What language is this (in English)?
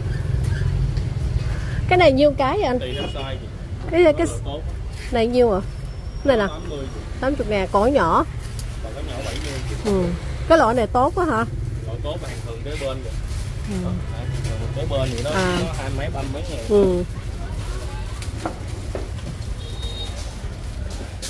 Vietnamese